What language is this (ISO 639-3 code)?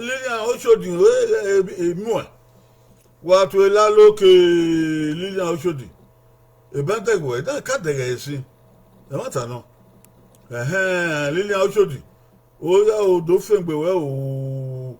bin